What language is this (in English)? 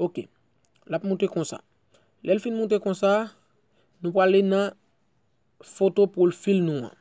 Haitian Creole